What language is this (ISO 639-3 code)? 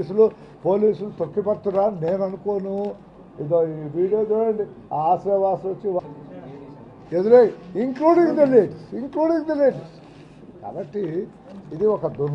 tel